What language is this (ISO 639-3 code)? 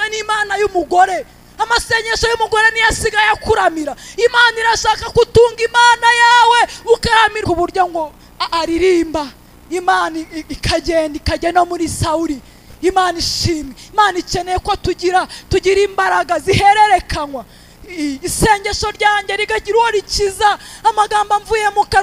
kin